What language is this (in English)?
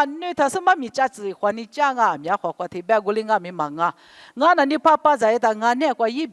Lisu